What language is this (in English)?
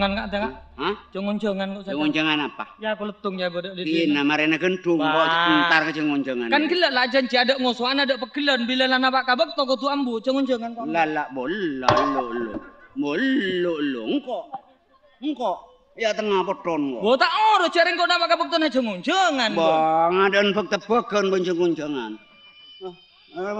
Madurese